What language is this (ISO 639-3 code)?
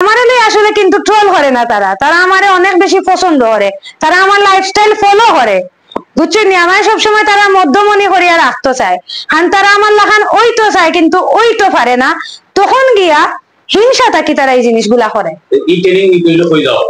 syl